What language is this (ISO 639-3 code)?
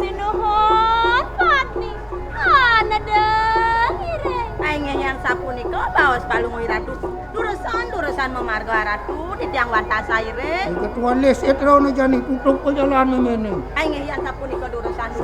ban